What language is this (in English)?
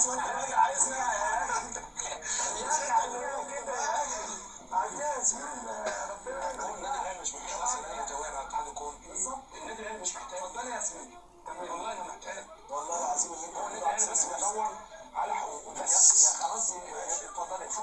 Egyptian Arabic